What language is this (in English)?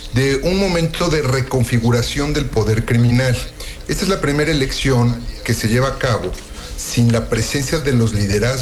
Spanish